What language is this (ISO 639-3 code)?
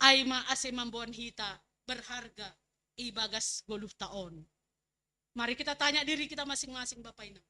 bts